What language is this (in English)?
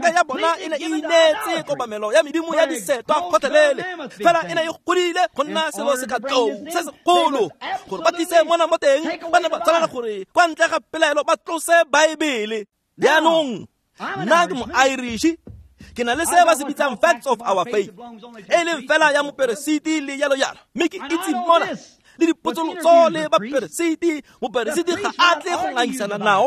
Tswana